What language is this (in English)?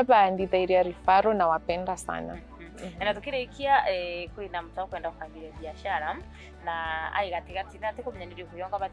Meru